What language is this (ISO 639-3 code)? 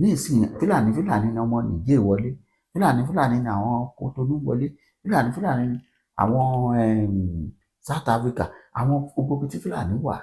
yor